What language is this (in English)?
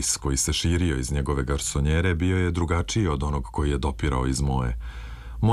Serbian